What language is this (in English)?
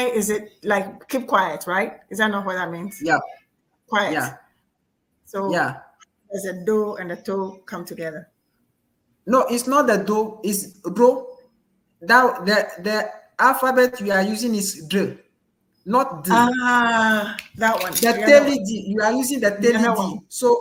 Ewe